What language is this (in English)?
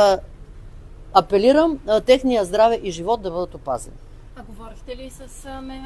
Bulgarian